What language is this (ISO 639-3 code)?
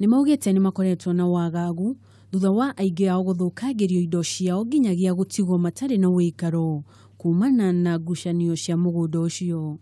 kik